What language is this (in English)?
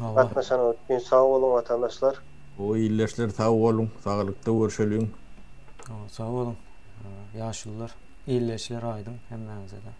Turkmen